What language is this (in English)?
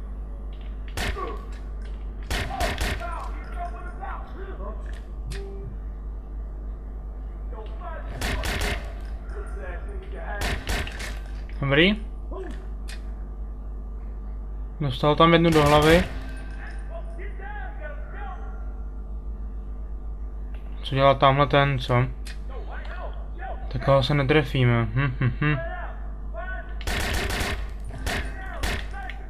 Czech